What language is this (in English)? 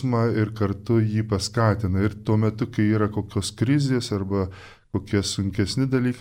Lithuanian